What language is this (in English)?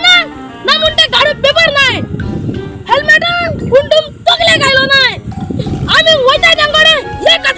Konkani